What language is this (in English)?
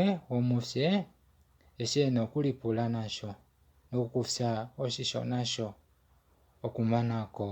Kuanyama